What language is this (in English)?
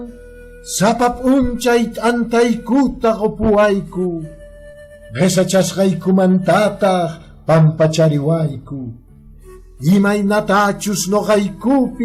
Quechua